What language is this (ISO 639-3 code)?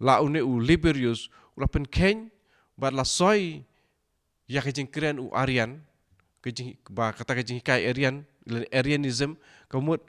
kha